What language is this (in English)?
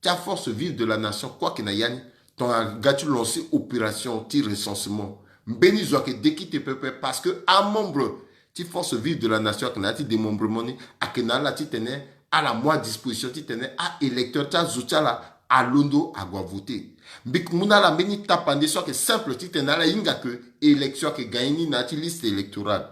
Sango